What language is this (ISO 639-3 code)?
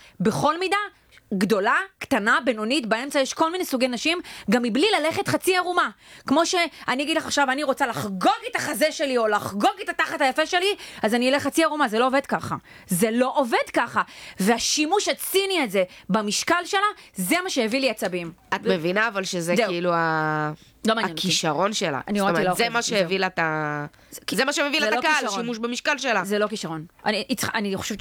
heb